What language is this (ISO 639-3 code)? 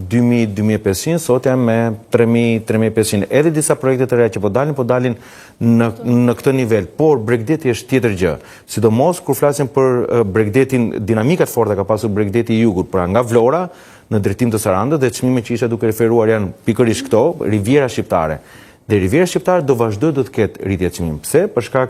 sqi